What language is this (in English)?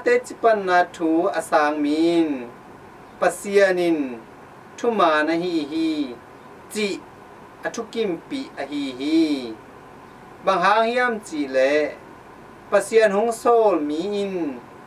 Tedim Chin